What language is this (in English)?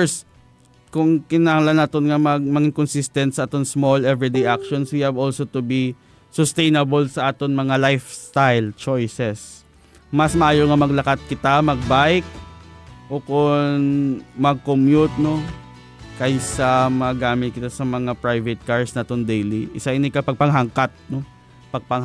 Hiligaynon